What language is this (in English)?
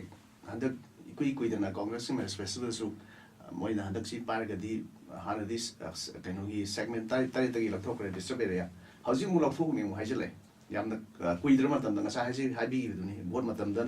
Manipuri